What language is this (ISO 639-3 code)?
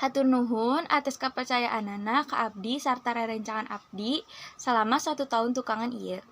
sun